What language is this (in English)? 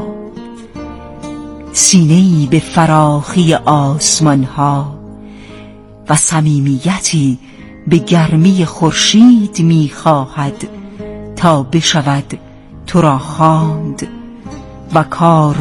Persian